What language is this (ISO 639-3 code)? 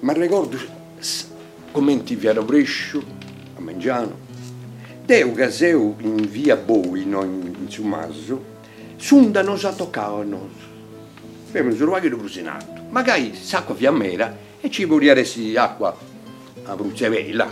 srd